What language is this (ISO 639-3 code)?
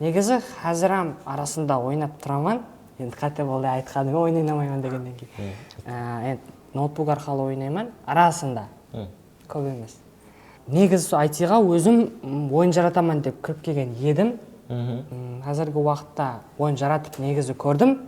kaa